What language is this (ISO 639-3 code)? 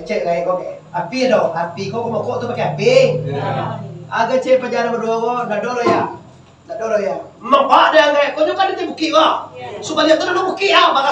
min